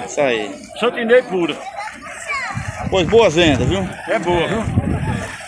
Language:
Portuguese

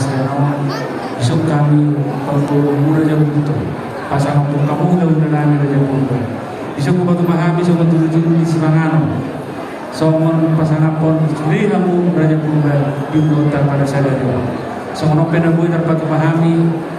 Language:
Batak Toba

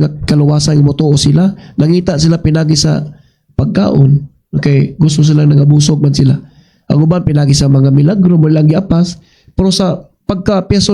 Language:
Cebuano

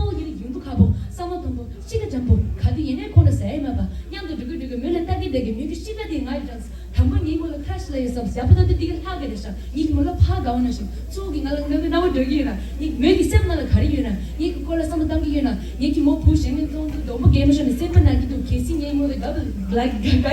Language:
Tibetan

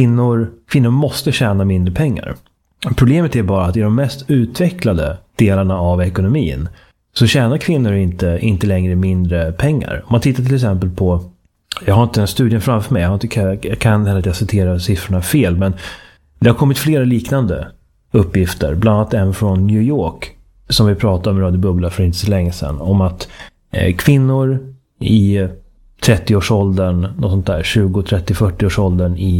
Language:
Swedish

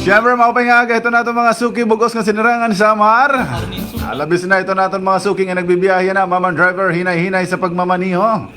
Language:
Waray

